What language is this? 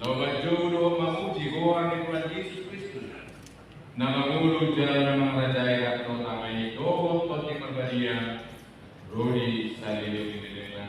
Batak Toba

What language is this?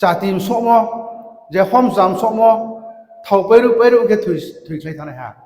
Riang (India)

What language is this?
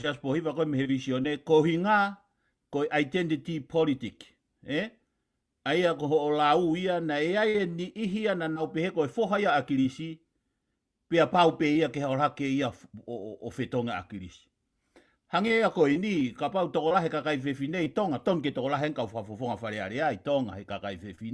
Tongan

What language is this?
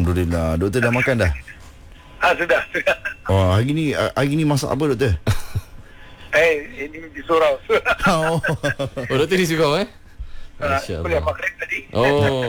Malay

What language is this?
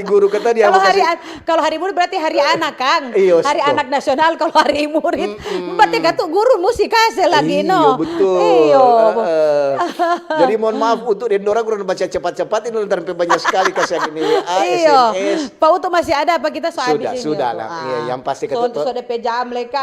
Manado Malay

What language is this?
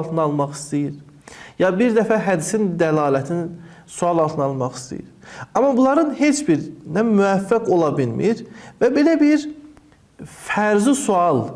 Azerbaijani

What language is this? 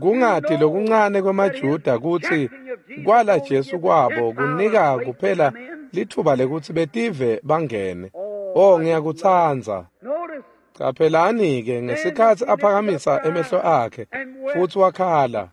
Swati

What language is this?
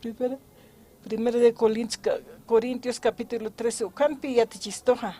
Aymara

